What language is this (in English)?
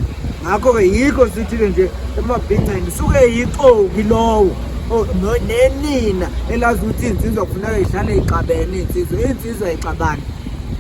Zulu